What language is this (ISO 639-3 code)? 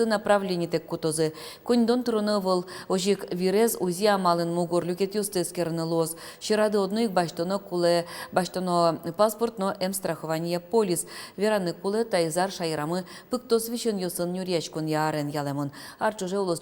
udm